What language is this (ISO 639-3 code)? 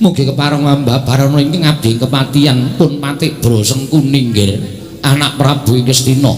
jav